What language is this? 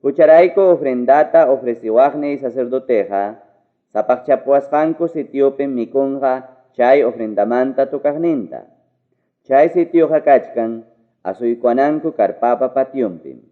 Ayacucho Quechua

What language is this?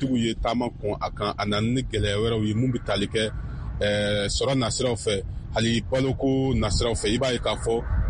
Bambara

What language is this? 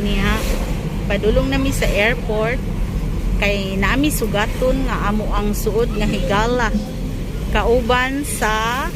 Cebuano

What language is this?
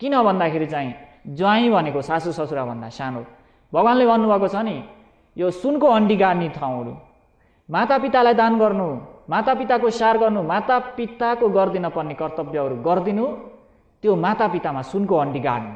Nepali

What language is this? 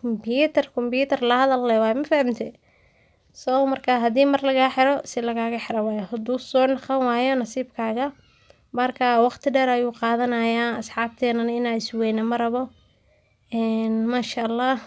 Somali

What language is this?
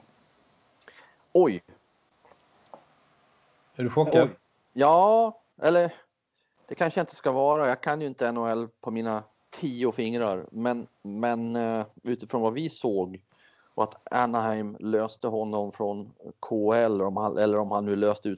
Swedish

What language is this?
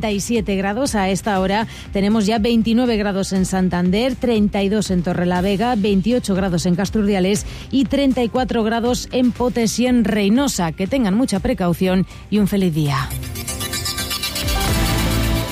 Spanish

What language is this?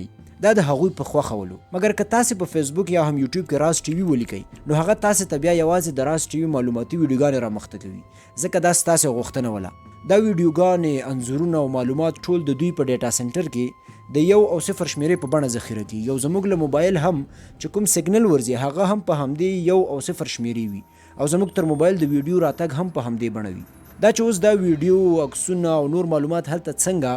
Pashto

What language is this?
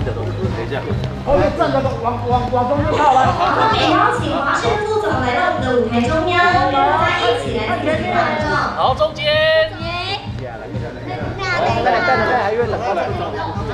Chinese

